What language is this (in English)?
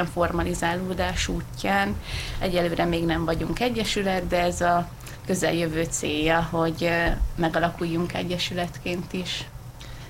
Hungarian